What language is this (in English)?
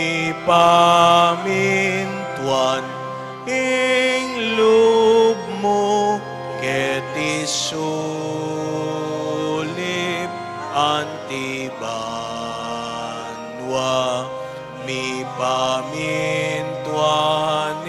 Pampanga